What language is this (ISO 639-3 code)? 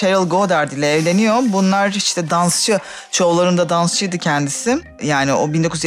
tur